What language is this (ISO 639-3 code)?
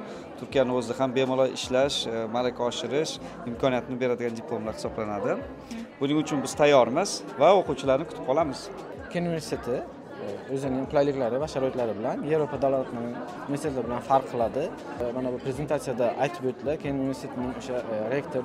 uzb